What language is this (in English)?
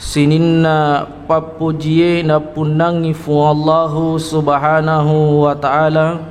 Buginese